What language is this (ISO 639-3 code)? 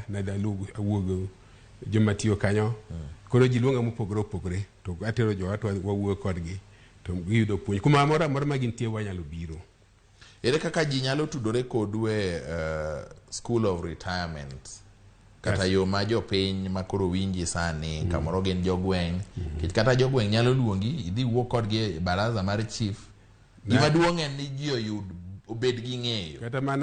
luo